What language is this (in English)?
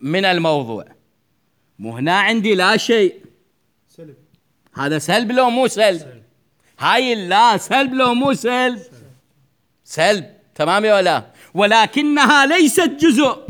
Mesopotamian Arabic